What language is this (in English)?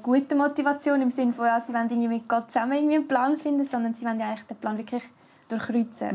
Swiss German